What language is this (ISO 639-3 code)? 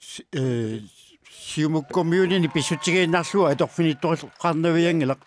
kal